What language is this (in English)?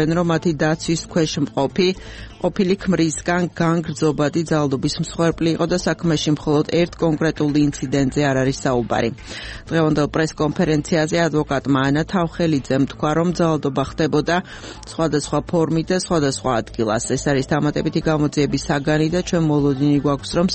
Georgian